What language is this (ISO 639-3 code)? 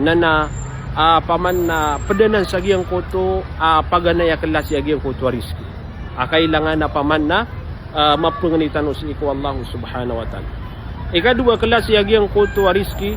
mrw